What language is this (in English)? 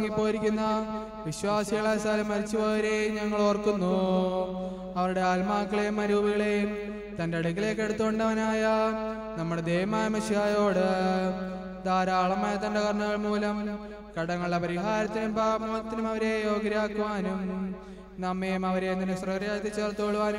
Malayalam